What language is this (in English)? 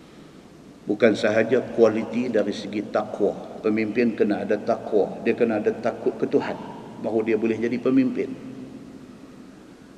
Malay